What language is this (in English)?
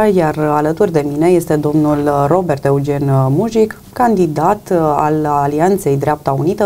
Romanian